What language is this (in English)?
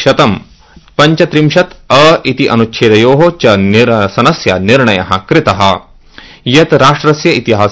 Sanskrit